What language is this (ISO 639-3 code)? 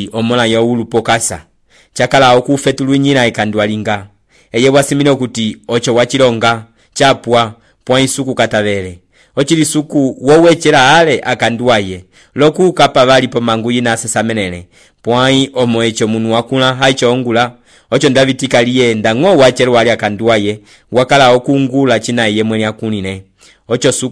umb